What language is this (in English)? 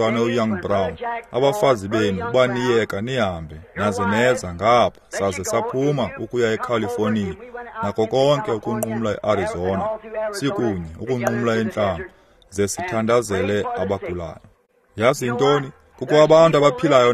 Xhosa